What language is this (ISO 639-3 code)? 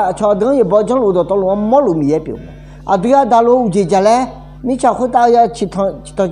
ahk